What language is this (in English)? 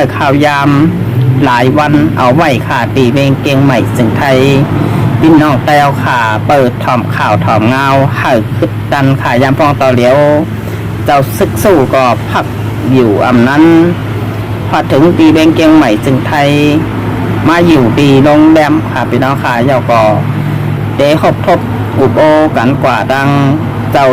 Shan